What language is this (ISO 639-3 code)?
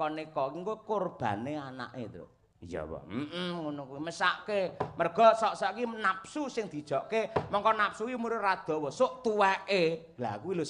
jav